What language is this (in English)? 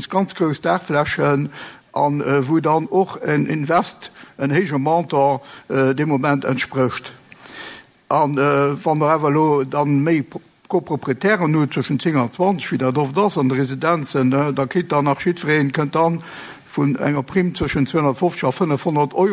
Luxembourgish